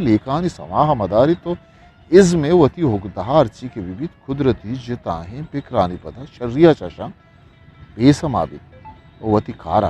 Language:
Eastern Balochi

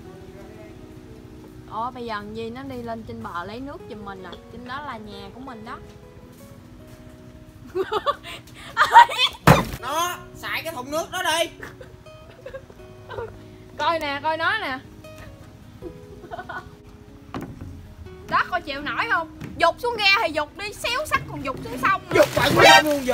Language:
Vietnamese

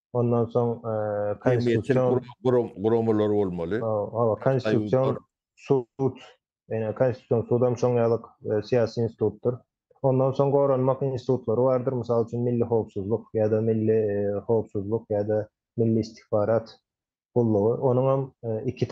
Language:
Turkmen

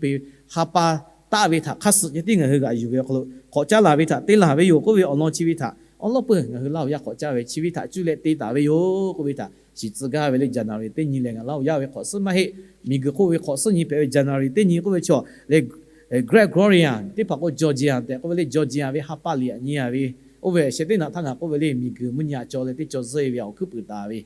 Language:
Lahu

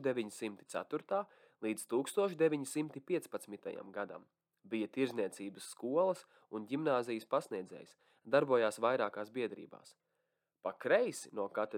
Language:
Latvian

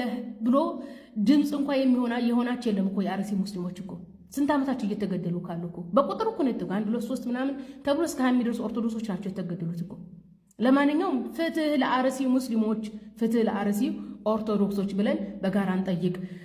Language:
Amharic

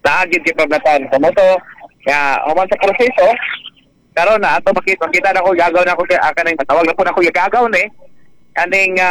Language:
Cebuano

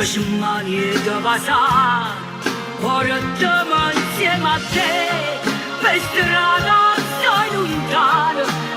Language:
Neapolitan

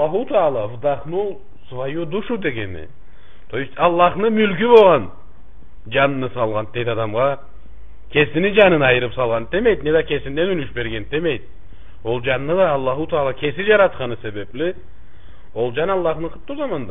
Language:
Karachay-Balkar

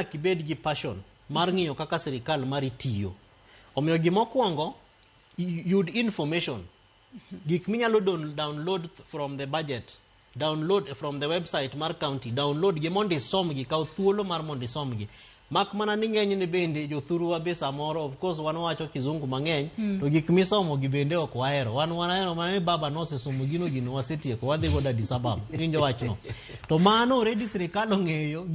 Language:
Luo (Kenya and Tanzania)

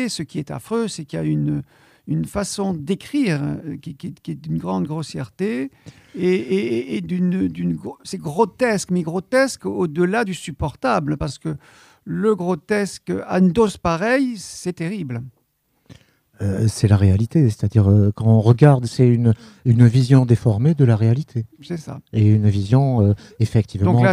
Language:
French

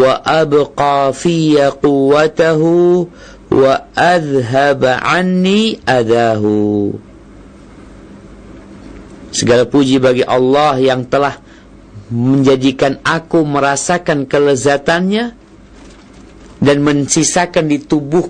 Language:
Indonesian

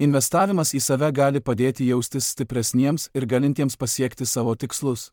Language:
Lithuanian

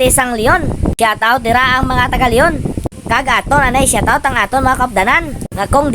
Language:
Hiligaynon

